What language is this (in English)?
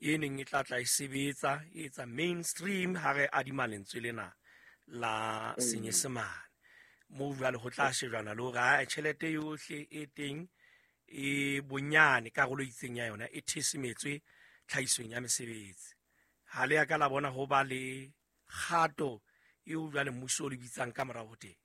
Southern Sotho